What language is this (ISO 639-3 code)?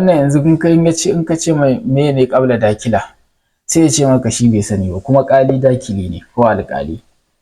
hau